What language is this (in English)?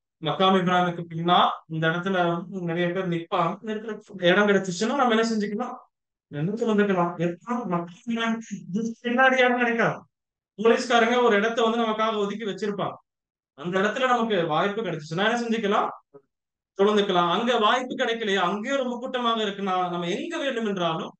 Tamil